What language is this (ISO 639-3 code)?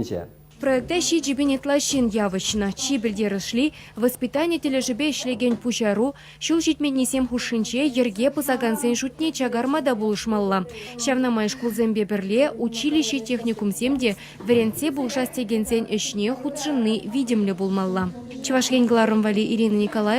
chv